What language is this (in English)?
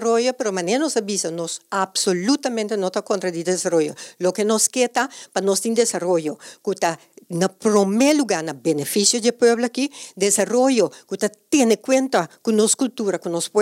Papiamento